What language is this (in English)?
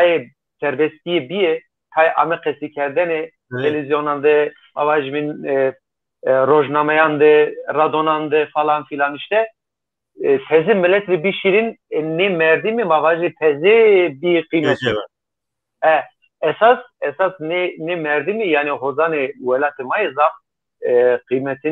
Zaza